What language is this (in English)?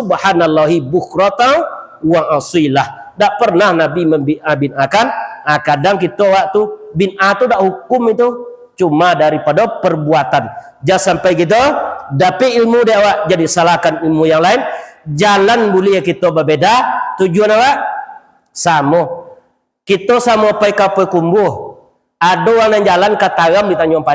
Minangkabau